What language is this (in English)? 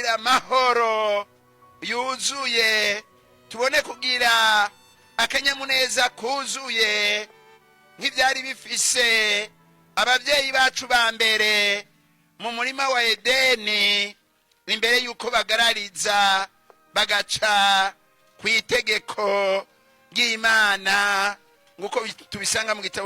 Rundi